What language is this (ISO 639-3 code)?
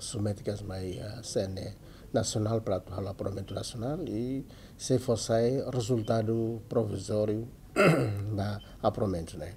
tet